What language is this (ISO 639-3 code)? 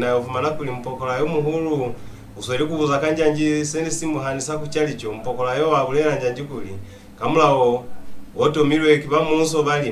loz